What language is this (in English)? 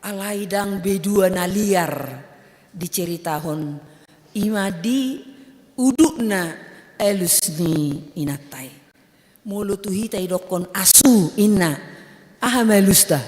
Batak Toba